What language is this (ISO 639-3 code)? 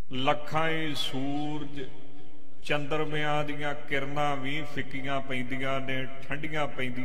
pan